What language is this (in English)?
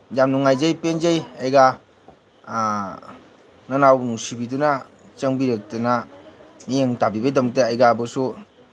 Manipuri